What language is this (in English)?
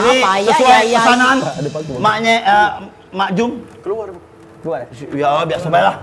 Musi